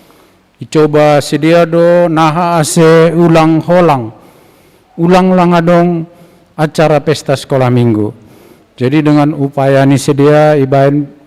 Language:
Batak Simalungun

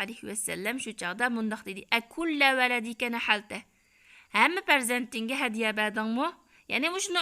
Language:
Uyghur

